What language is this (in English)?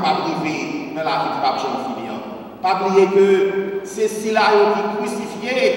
French